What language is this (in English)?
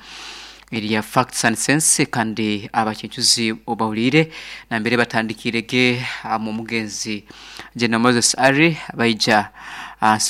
Nyoro